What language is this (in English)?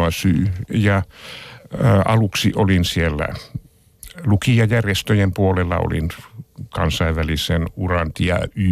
Finnish